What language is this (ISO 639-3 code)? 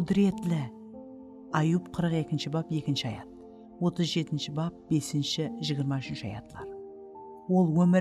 kaa